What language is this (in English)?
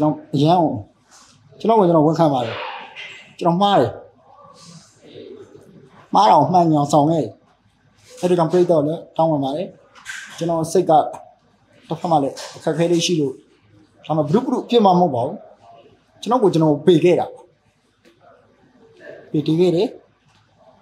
Burmese